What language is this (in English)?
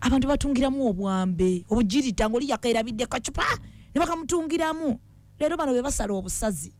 Ganda